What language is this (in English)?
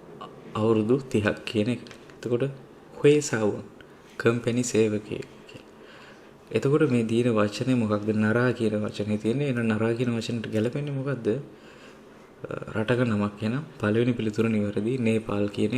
Sinhala